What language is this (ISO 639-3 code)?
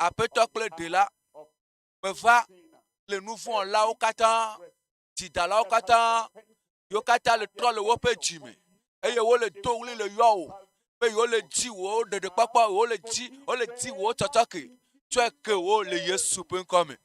ewe